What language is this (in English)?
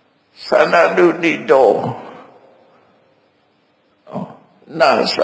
Burmese